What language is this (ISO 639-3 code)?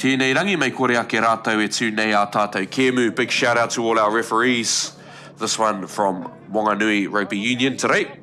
mri